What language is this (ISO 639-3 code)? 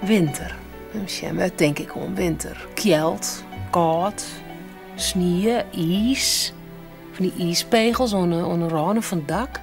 fry